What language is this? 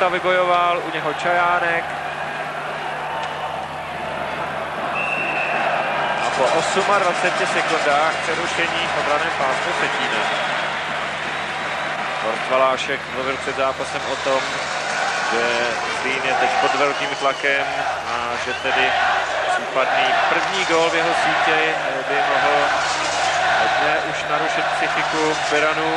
Czech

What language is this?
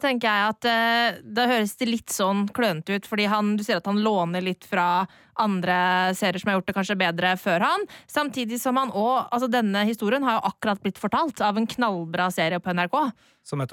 Norwegian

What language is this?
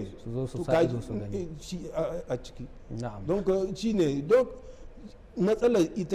Hausa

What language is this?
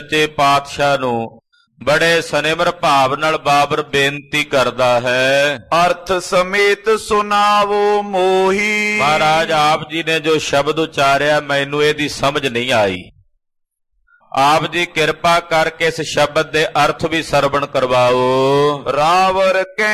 Punjabi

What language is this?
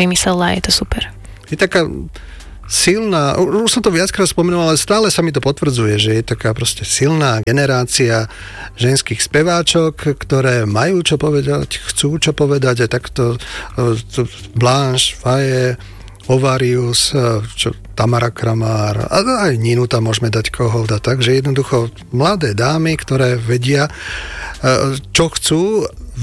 Slovak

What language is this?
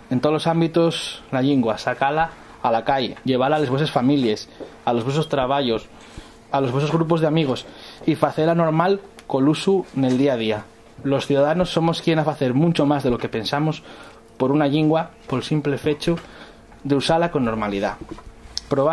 Asturian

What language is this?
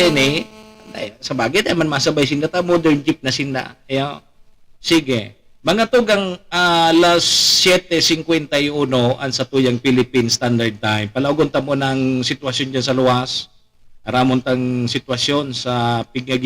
Bikol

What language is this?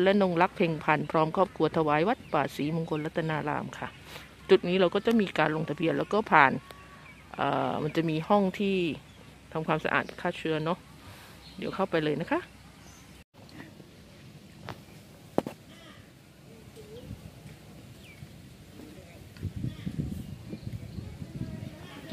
Thai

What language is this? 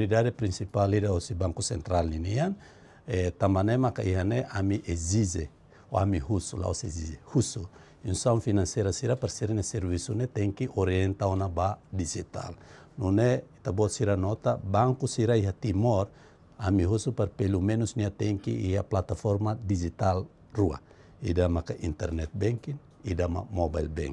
Tetum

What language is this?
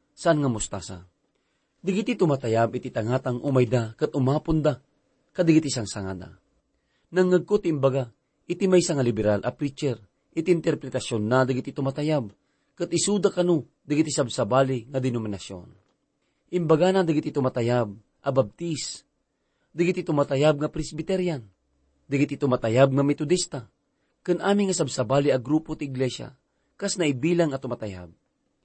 Iloko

